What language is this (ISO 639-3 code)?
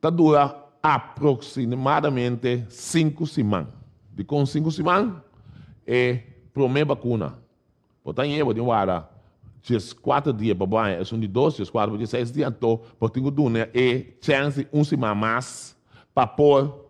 pap